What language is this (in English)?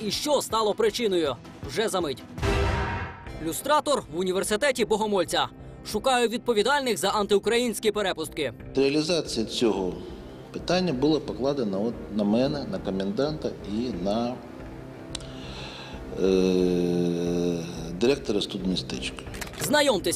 Ukrainian